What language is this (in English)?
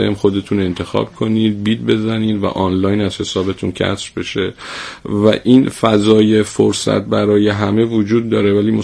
Persian